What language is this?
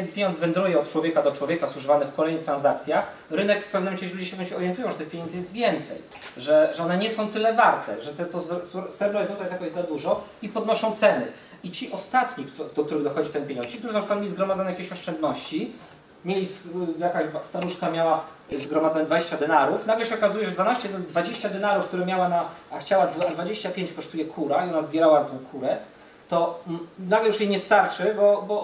Polish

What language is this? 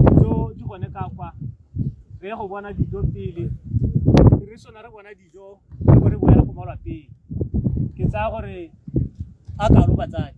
Tswana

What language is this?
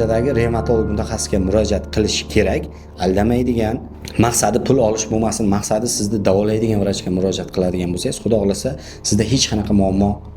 Uzbek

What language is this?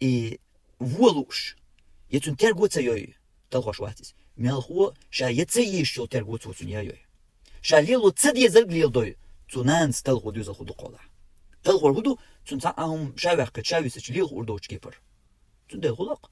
Chechen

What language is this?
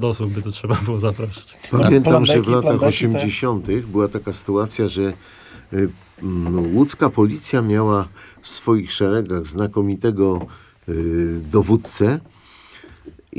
Polish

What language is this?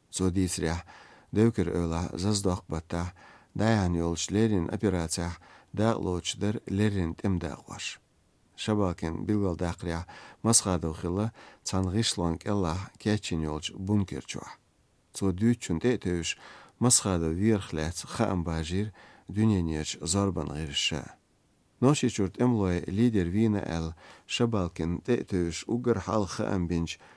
Chechen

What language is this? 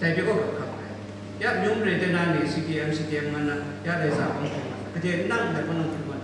Kachin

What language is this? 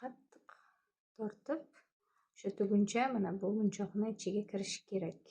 Uzbek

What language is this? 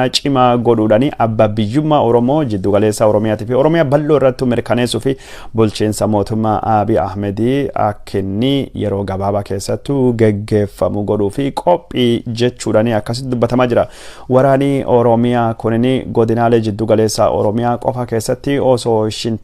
Oromo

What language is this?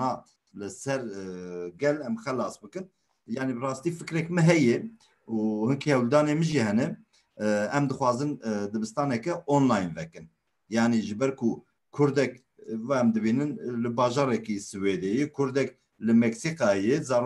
Kurdish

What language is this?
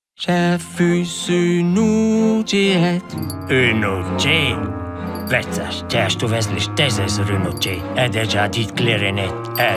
Romansh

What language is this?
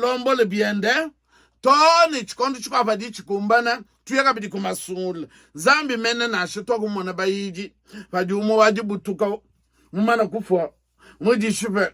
Luba-Lulua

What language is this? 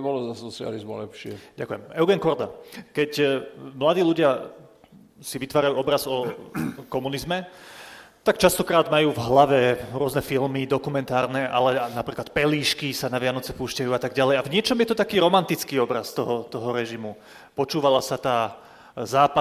Slovak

